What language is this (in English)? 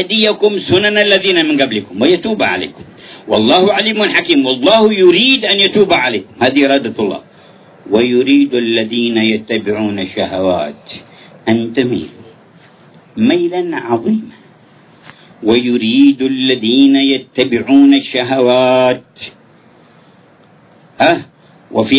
Arabic